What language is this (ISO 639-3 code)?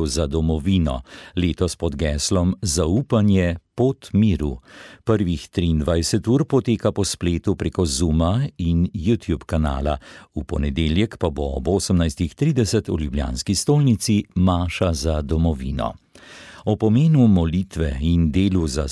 slv